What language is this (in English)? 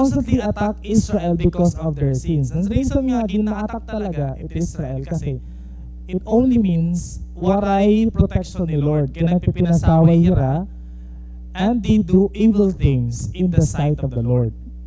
Waray